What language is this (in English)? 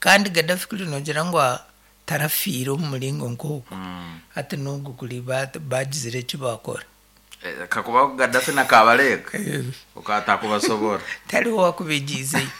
Nyankole